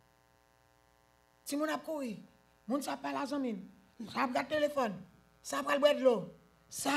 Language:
Haitian Creole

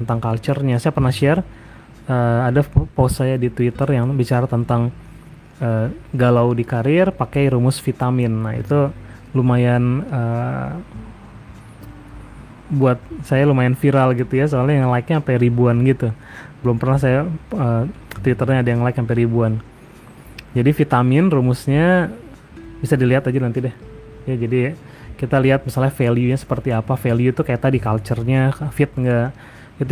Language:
Indonesian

